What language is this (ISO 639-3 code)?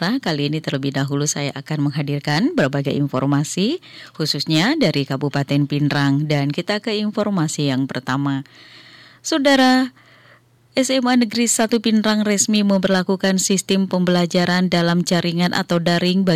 ind